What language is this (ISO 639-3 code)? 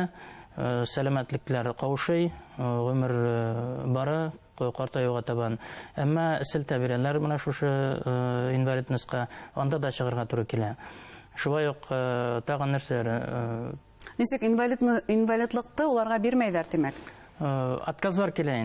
bak